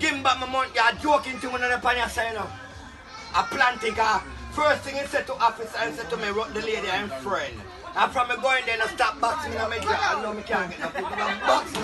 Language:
Jamaican Creole English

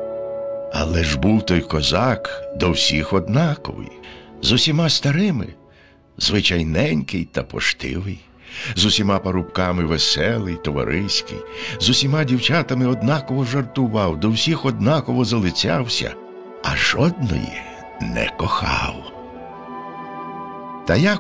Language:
Ukrainian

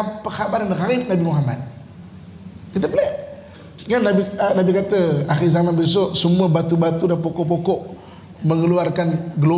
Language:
Malay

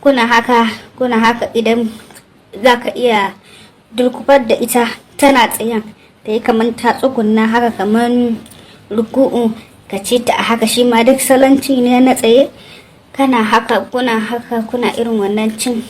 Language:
Hausa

